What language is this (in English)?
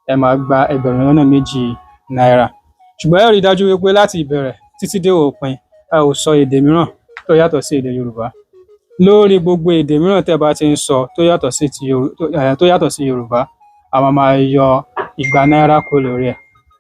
Yoruba